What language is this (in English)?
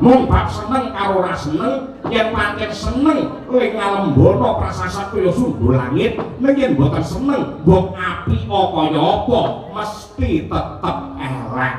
Javanese